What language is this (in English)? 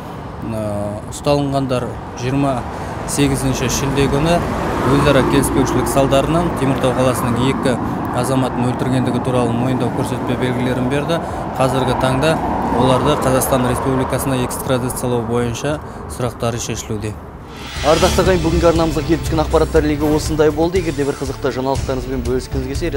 Kazakh